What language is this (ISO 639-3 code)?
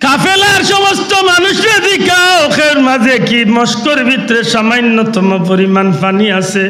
syl